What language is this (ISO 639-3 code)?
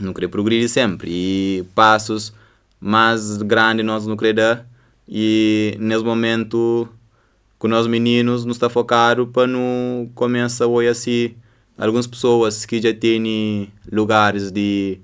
kea